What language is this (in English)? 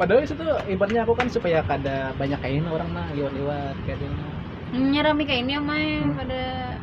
Banjar